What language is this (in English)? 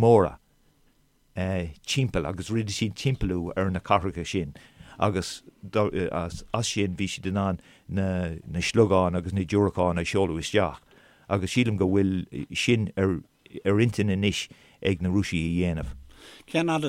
Irish